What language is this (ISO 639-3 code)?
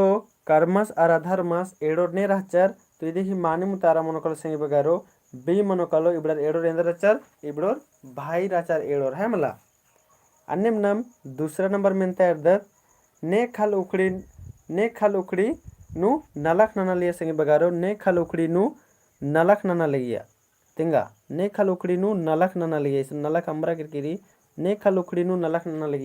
kru